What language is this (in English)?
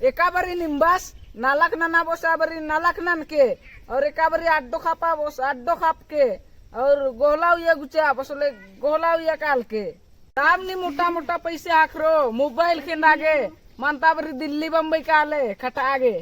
Kurukh